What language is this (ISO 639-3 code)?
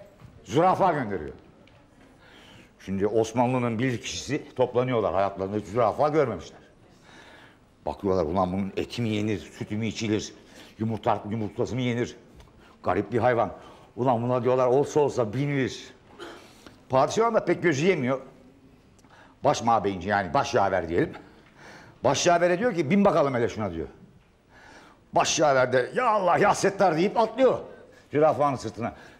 tur